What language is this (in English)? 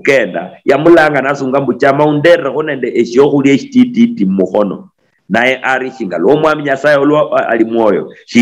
Luyia